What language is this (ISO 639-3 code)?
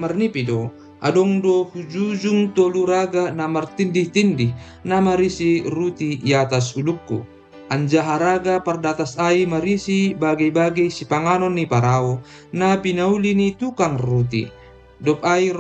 bts